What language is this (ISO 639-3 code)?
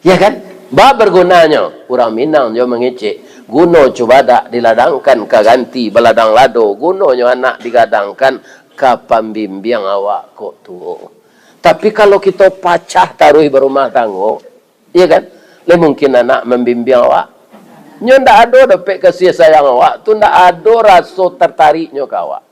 min